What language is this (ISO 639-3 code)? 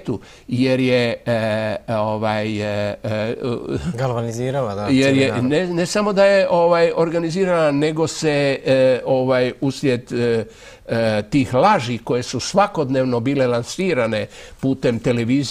hrv